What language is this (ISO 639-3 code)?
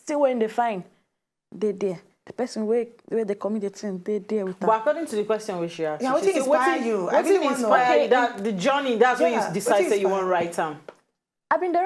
pcm